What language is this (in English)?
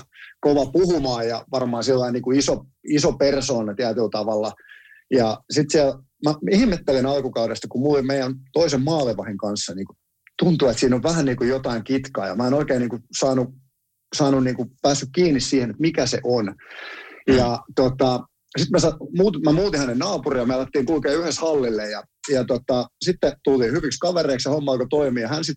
Finnish